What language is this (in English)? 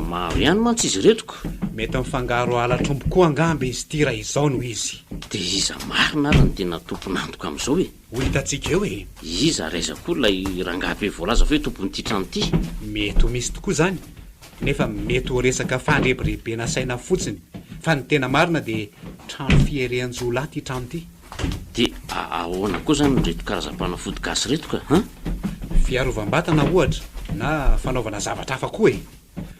Malagasy